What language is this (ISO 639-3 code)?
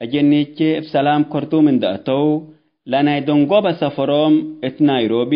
tig